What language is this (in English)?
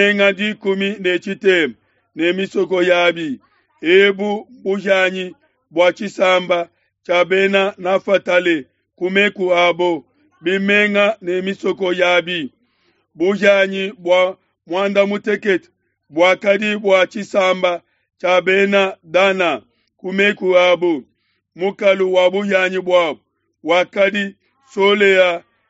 Luba-Lulua